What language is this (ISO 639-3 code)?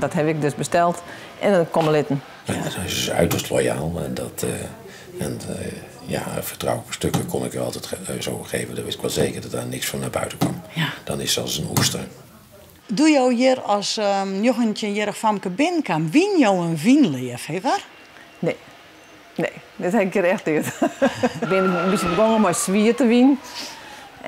fry